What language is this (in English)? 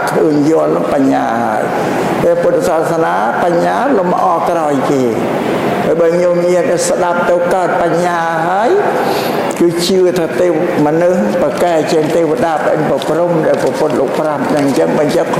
Khmer